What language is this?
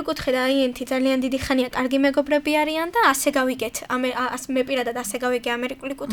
Georgian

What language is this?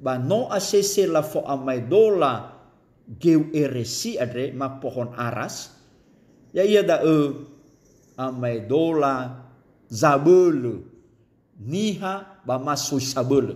Nias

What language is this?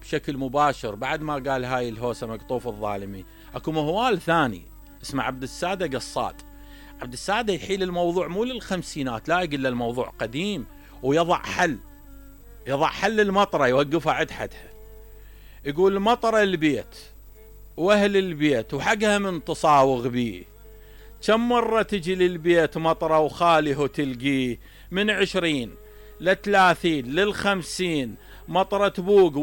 Mesopotamian Arabic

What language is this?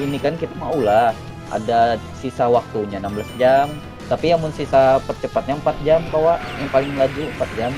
Banjar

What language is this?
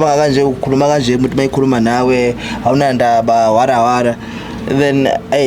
Zulu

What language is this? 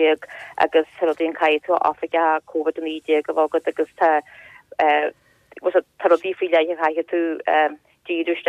Irish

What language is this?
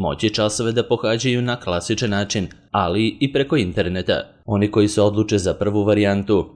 Serbian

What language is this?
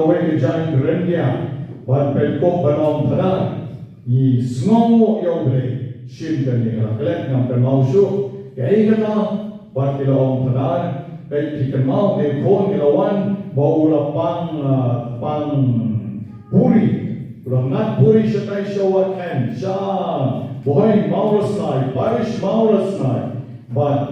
Khasi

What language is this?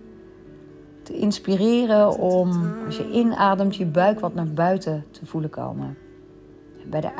Dutch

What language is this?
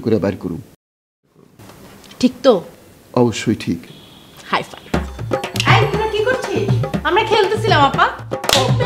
Bangla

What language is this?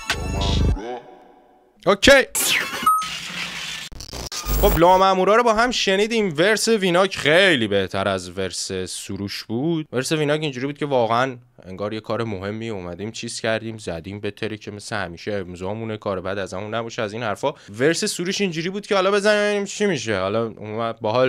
Persian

